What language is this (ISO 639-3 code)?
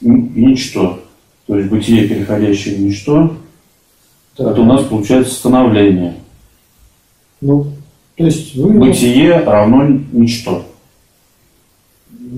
rus